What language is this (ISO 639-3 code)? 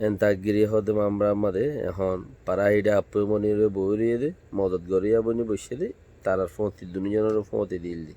rhg